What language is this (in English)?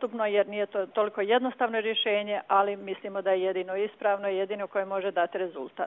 Croatian